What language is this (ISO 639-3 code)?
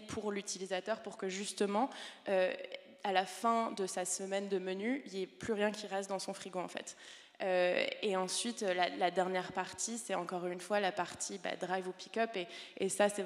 fra